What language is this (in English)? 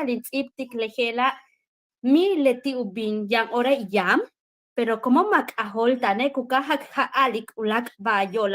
Yucateco